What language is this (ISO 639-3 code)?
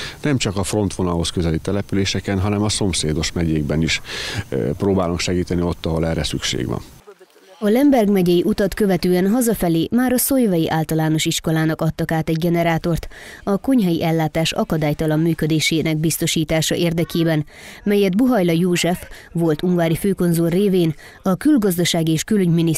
hun